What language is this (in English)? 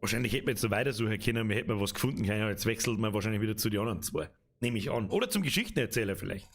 Bavarian